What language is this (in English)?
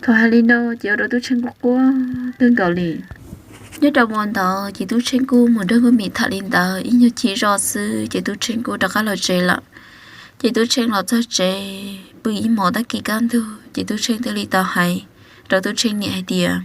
Hmong